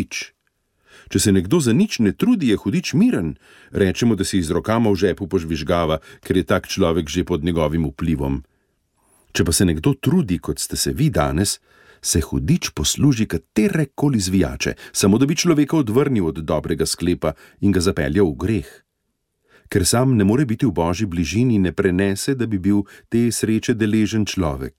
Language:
Slovenian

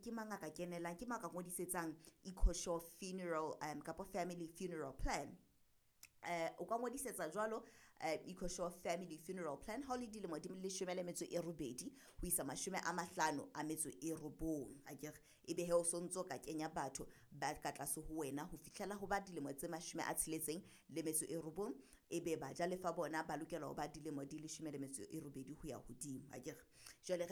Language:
Southern Sotho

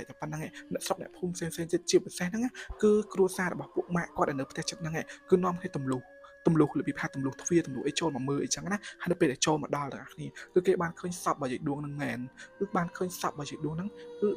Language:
Khmer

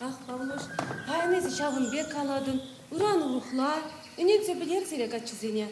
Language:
Chuvash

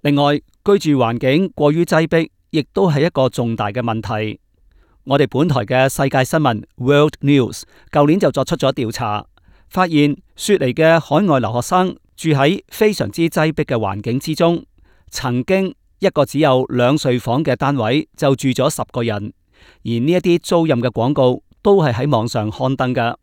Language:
Cantonese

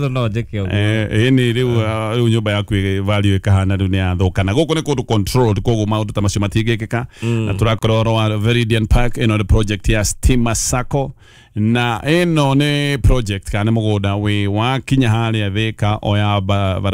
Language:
Kikuyu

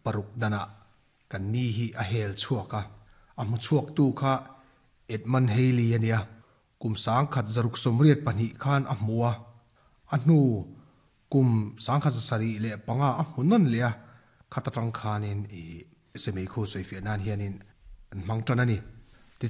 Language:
Mizo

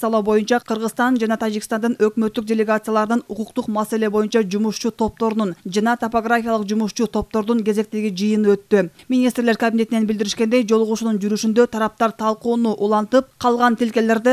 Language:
Kyrgyz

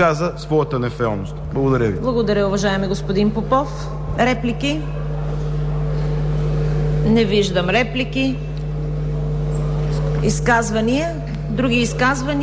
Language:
Bulgarian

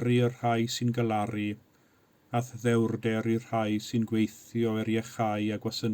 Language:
Welsh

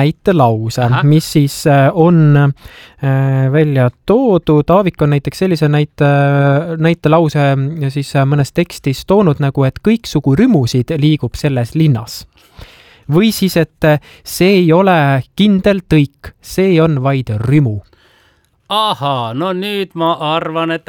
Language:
Estonian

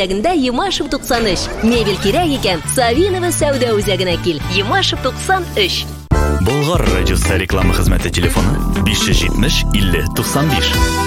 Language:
Tatar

